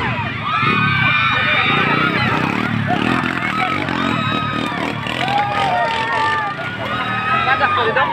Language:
Filipino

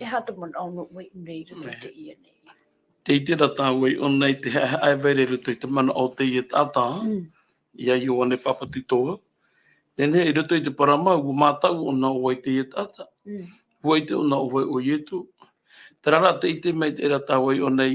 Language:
Tahitian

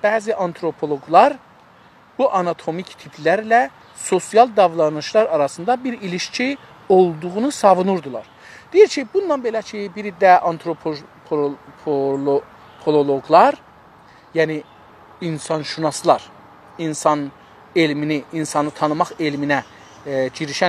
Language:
South Azerbaijani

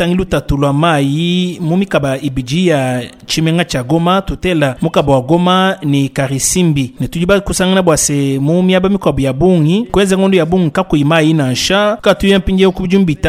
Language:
Luba-Lulua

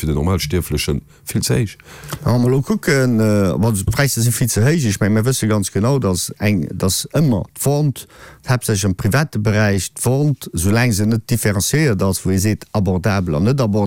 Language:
Luxembourgish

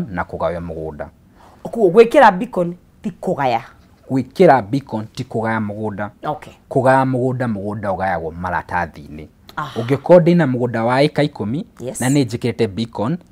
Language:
Kikuyu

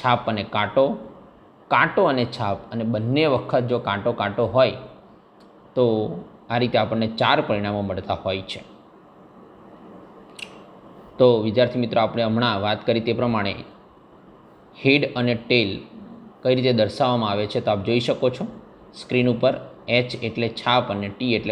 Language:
Gujarati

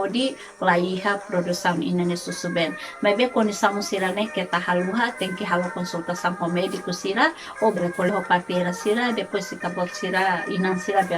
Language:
Tetum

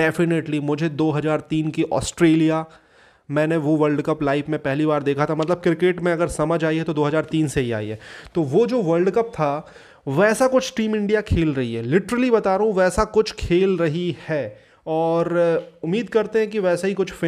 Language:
Hindi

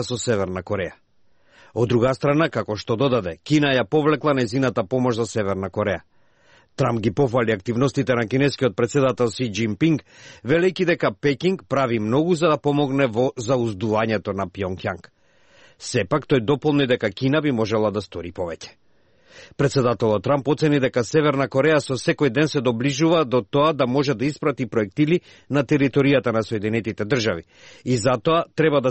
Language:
Macedonian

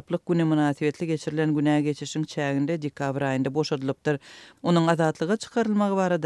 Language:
Turkmen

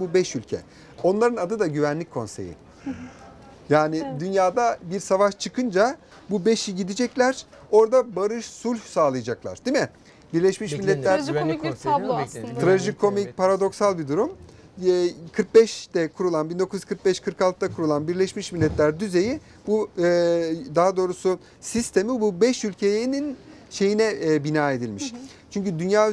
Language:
Turkish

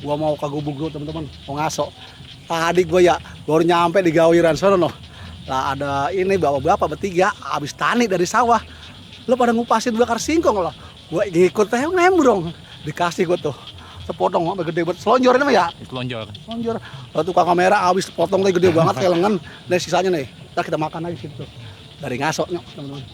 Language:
Betawi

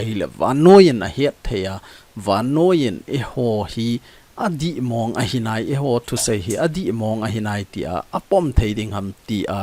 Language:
Thado Chin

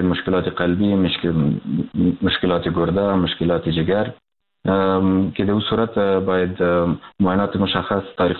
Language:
Persian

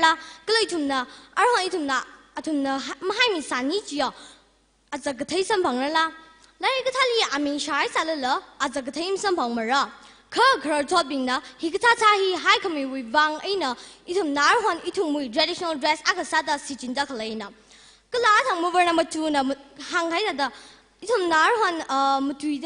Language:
Tangkhul Naga (India)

